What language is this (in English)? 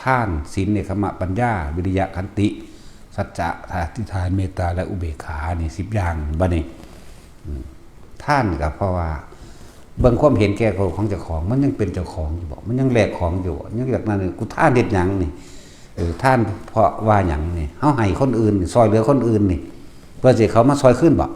Northeastern Thai